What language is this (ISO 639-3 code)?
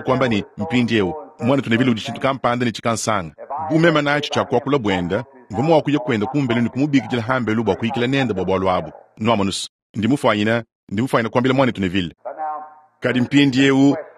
lua